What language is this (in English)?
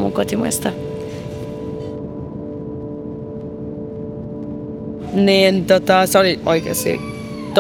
Finnish